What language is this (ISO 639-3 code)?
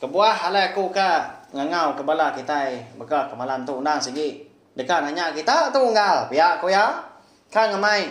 iba